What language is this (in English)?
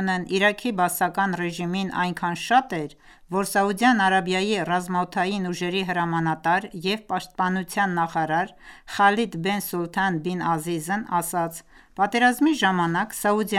Armenian